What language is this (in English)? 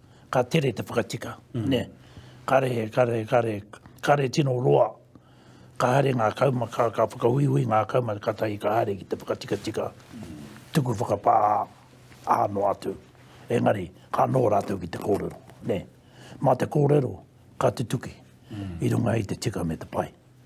Māori